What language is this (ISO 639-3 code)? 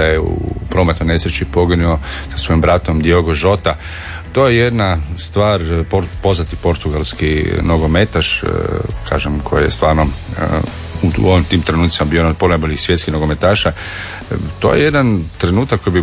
hrv